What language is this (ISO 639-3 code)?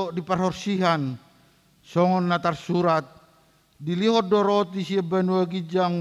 bbc